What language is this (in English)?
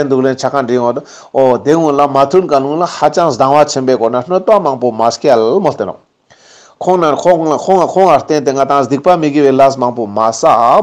Ladakhi